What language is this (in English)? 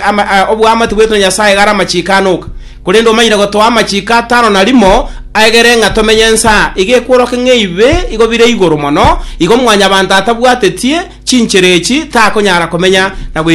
Gusii